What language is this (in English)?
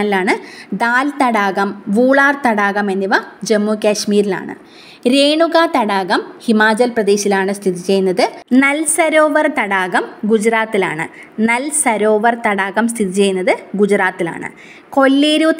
Malayalam